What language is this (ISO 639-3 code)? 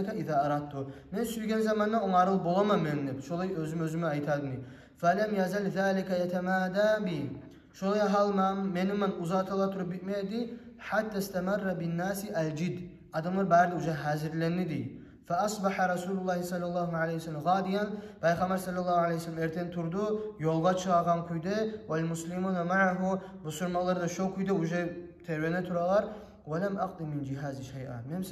kum